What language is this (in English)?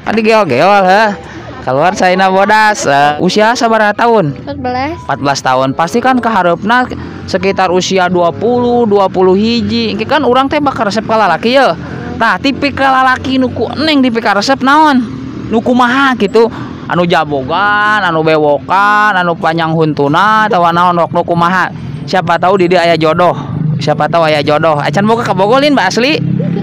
Sundanese